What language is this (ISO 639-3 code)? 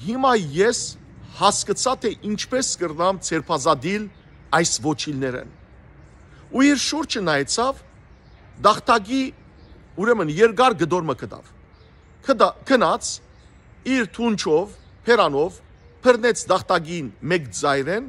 hyw